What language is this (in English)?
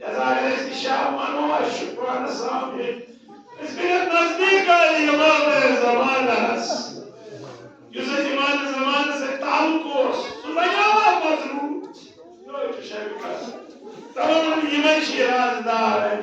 Kashmiri